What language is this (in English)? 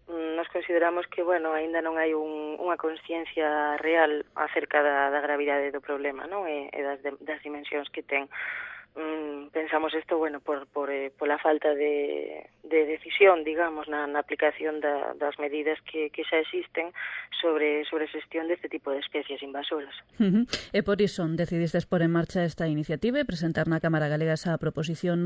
Galician